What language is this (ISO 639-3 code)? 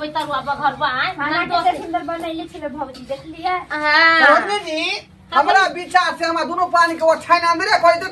mai